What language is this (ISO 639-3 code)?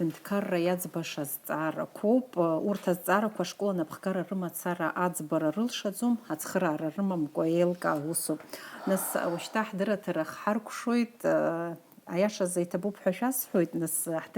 abk